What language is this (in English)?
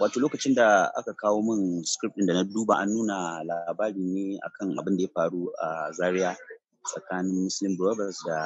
Hausa